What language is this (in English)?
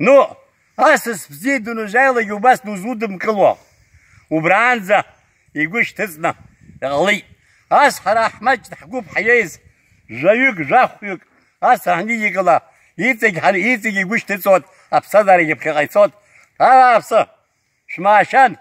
Abkhazian